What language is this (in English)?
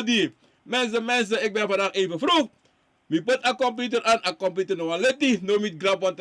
Sranan Tongo